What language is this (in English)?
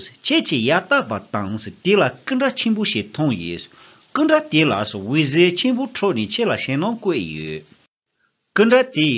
Tibetan